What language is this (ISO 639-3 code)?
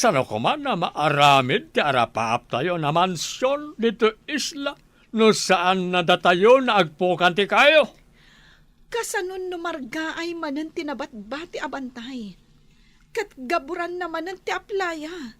ilo